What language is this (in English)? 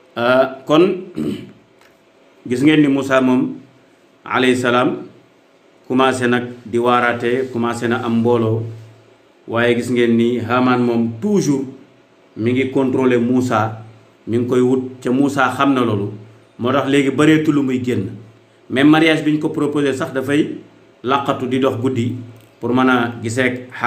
Wolof